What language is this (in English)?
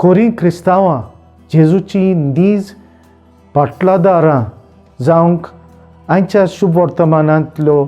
Konkani